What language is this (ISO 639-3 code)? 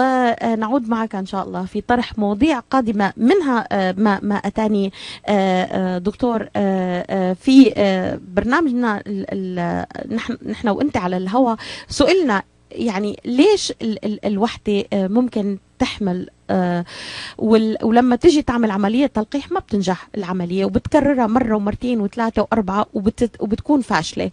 apc